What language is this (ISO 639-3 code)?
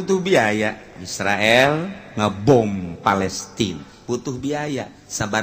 sun